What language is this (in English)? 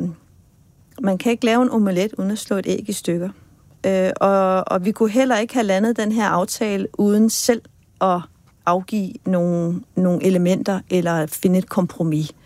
Danish